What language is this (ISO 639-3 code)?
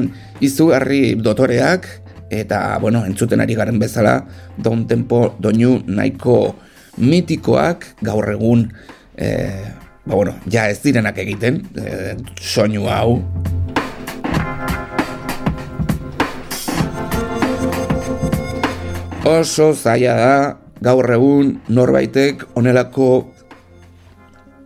eus